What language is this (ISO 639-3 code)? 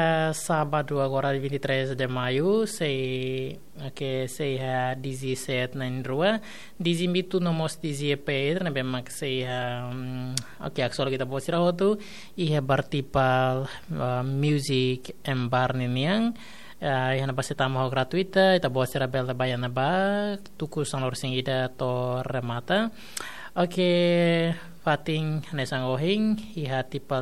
tet